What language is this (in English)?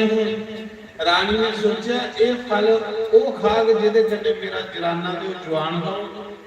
Dogri